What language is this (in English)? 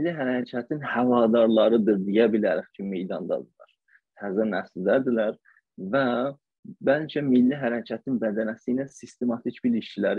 South Azerbaijani